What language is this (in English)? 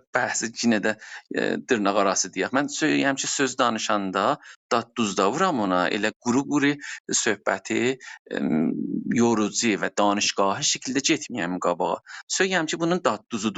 South Azerbaijani